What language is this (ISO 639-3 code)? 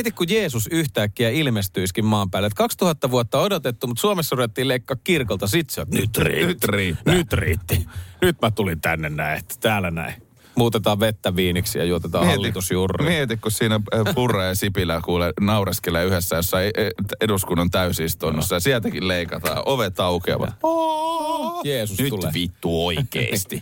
fin